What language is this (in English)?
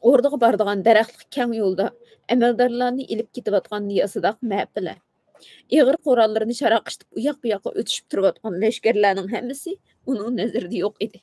Uyghur